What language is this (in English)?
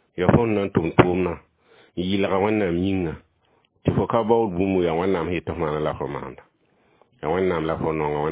Mossi